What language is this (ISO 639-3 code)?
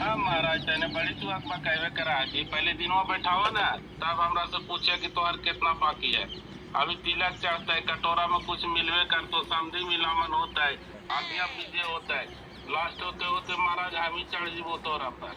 mag